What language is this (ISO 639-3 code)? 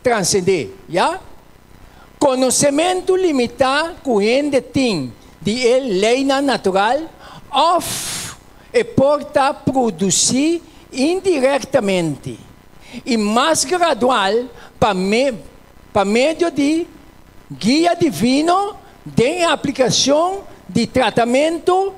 pap